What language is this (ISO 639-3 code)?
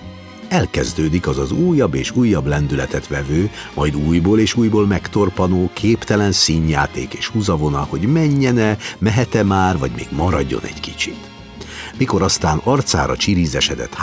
hun